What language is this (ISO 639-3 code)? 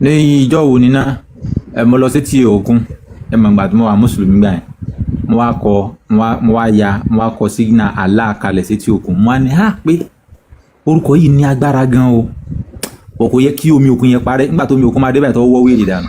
yor